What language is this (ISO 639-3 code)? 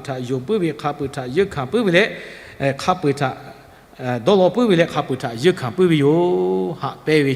lhu